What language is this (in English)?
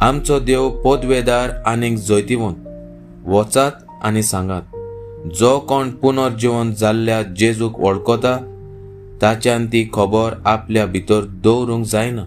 Konkani